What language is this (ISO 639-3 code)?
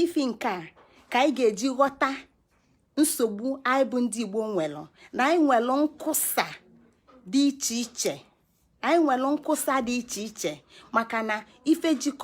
ibo